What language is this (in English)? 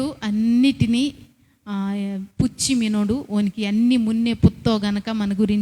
Koya